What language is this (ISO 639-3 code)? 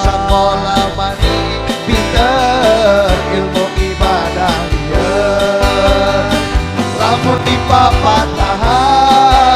sun